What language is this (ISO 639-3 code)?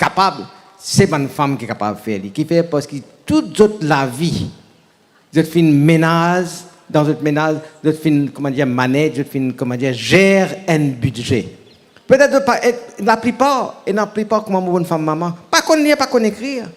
mfe